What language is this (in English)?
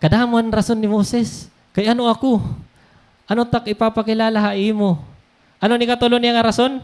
Waray